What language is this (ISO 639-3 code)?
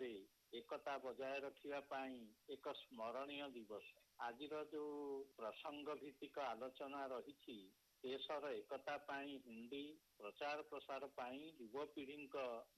ori